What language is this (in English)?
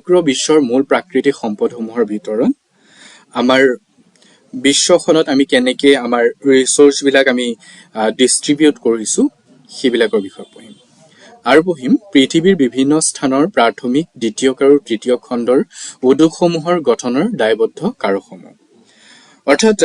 Assamese